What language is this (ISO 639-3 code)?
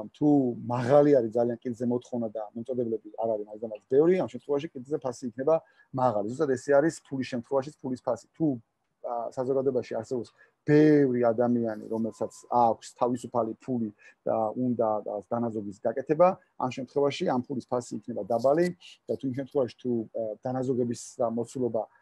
kat